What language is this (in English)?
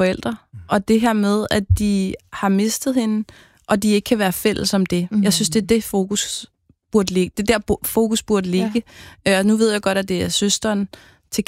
Danish